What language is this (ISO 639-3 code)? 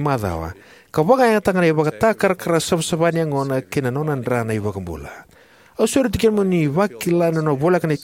fij